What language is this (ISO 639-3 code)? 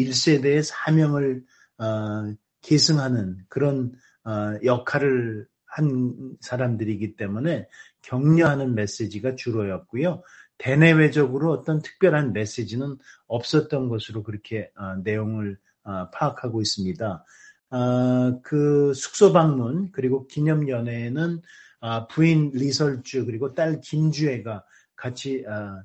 kor